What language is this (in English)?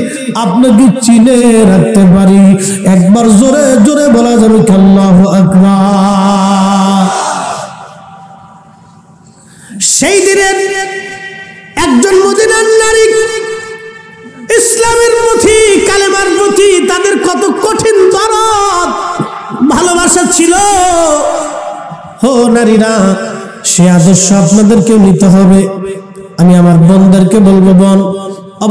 Bangla